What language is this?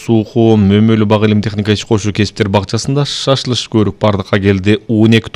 Kyrgyz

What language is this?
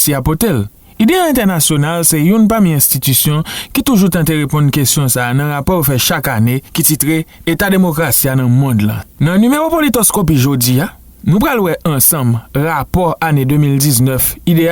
Haitian Creole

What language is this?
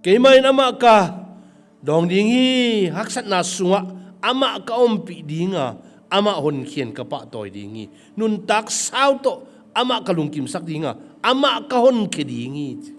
Tedim Chin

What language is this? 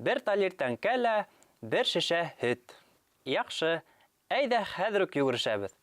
Bashkir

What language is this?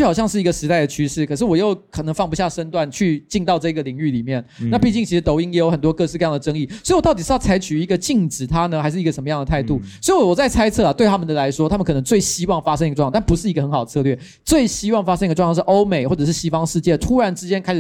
Chinese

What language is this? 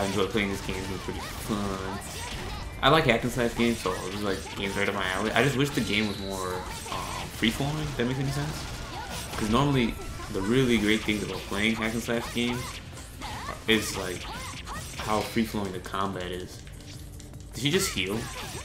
English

